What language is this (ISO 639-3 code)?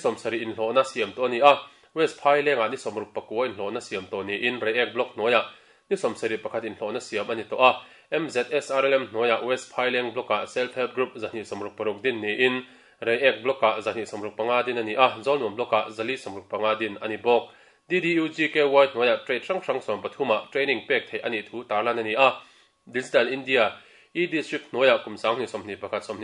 lus